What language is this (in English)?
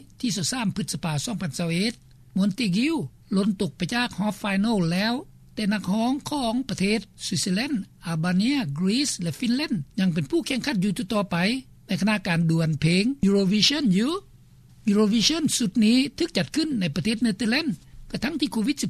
Lao